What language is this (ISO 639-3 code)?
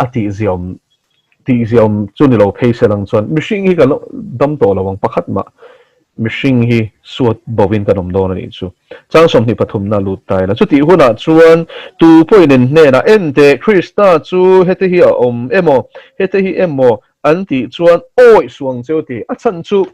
lus